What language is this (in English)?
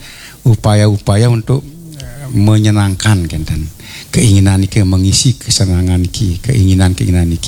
Balinese